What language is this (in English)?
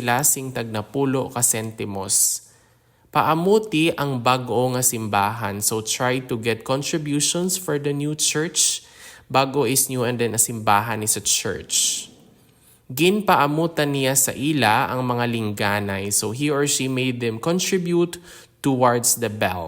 Hiligaynon